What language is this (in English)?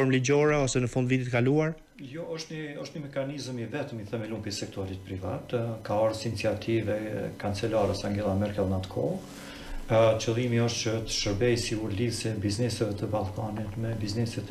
Albanian